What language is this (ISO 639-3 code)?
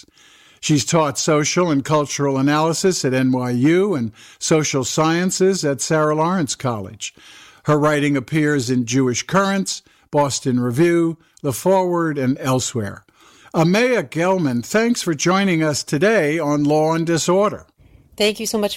eng